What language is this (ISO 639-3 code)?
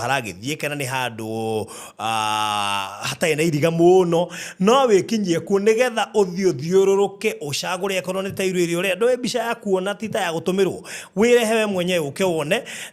kik